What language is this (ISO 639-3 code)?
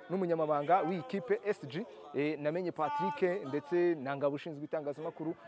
kin